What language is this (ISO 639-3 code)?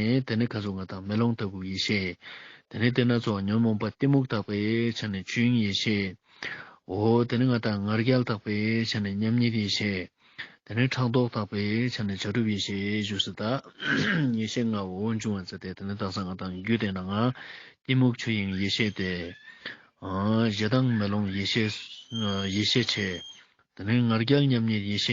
lbj